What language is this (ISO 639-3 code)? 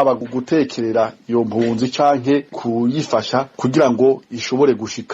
run